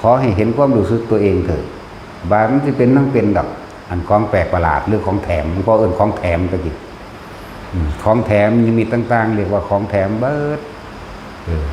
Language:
Northeastern Thai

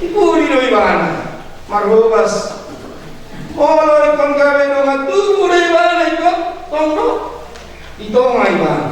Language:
Batak Toba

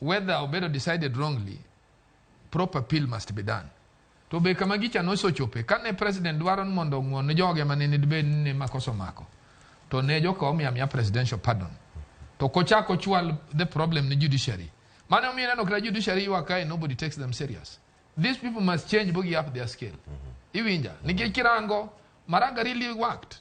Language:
Luo (Kenya and Tanzania)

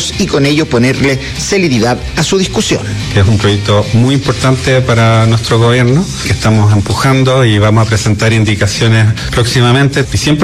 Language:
Spanish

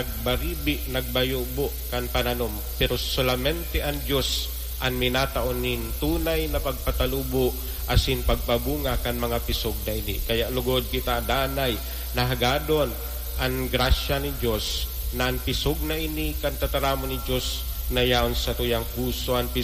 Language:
Bikol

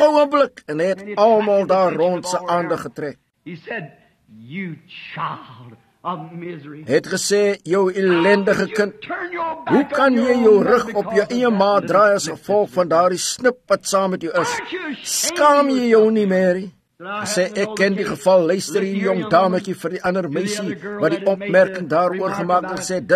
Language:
Afrikaans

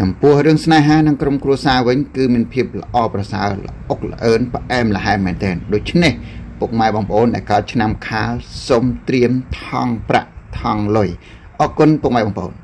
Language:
Khmer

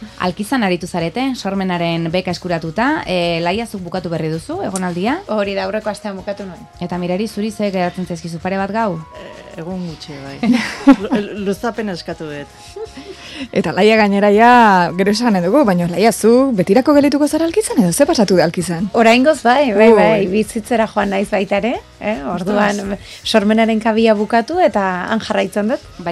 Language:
Basque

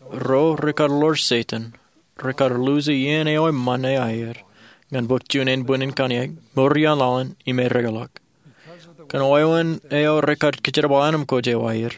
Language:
Marshallese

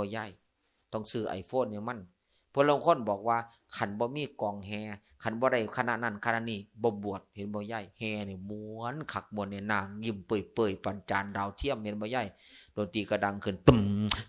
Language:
Northeastern Thai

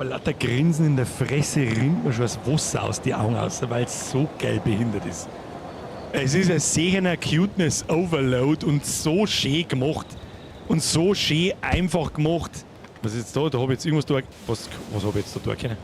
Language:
Bavarian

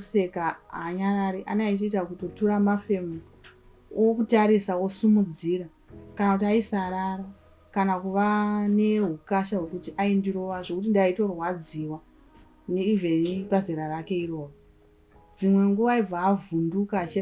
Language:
Shona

